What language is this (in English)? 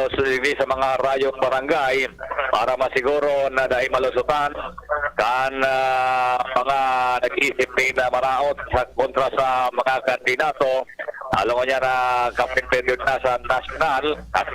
Bikol